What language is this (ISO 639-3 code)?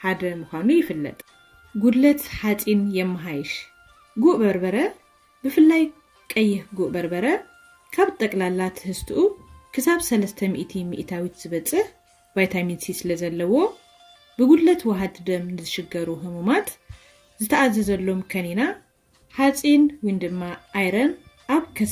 tir